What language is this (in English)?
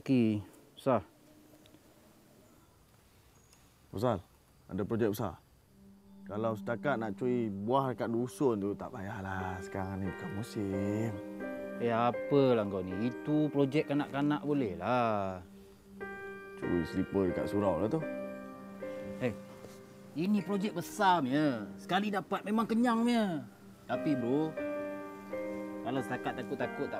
Malay